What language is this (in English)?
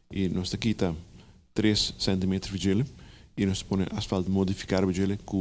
Papiamento